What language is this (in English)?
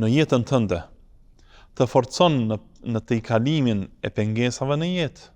Albanian